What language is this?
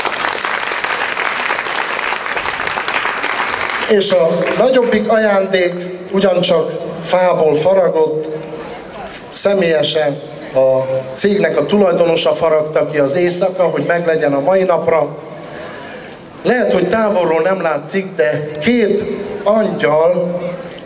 Hungarian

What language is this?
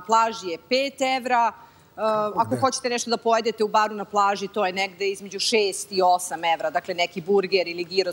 Serbian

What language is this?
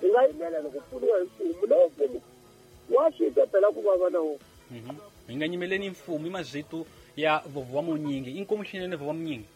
Tsonga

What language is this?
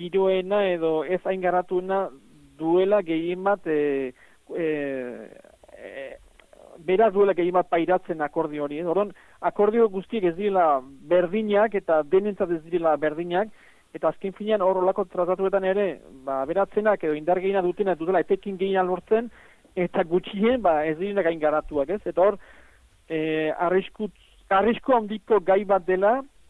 Basque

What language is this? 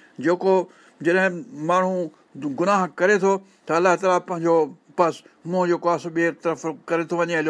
Sindhi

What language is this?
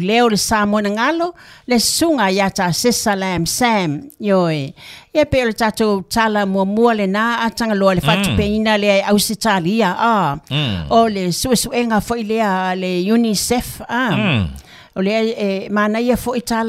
Samoan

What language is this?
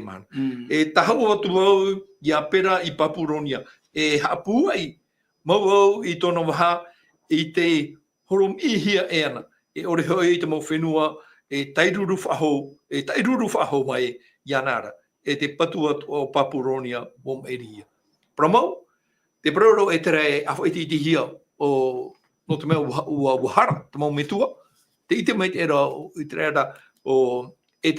Tahitian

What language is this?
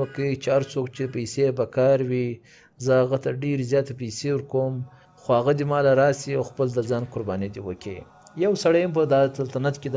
Pashto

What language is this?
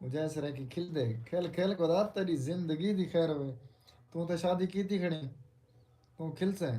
Saraiki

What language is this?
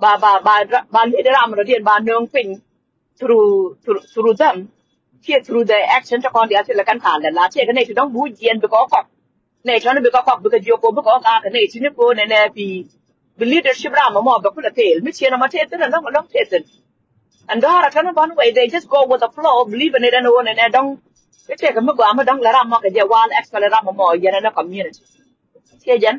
Nuer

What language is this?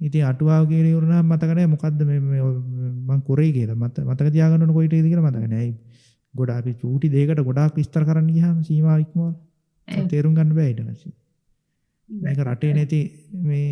Sinhala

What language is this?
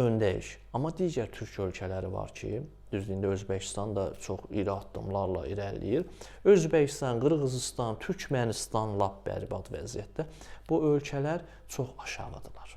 Azerbaijani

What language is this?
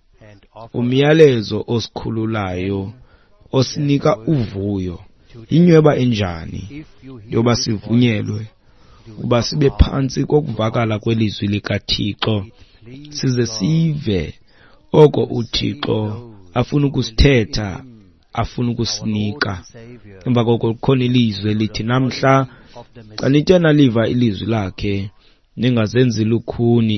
Xhosa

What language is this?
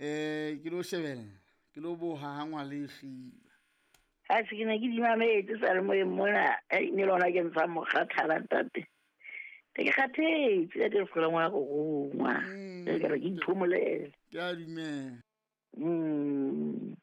Southern Sotho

